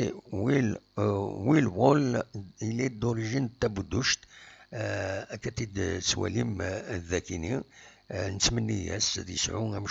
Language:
Kabyle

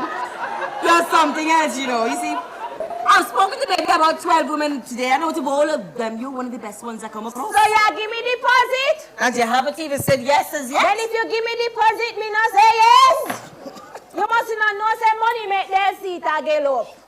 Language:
Jamaican Creole English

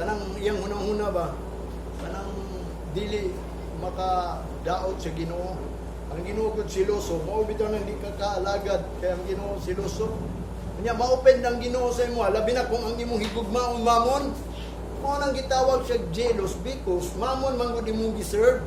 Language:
Cebuano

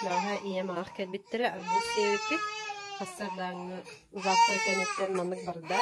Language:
Yakut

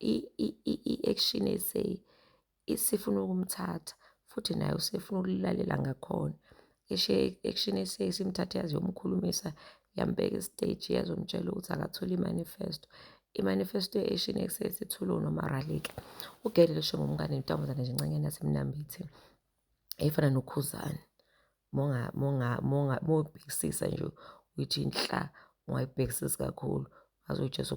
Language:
Zulu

